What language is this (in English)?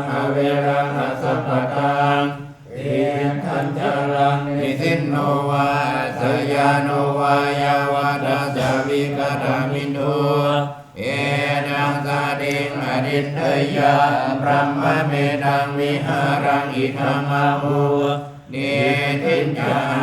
Pali